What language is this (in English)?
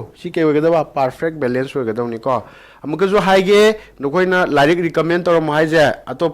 Manipuri